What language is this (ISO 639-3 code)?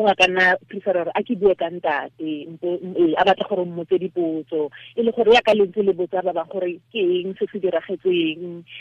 tsn